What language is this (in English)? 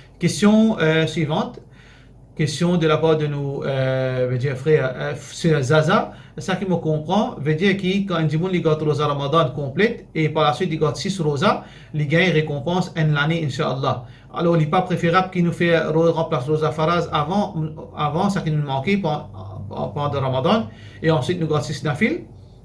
Morisyen